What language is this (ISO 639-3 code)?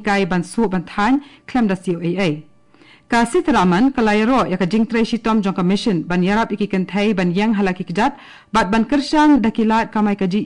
kha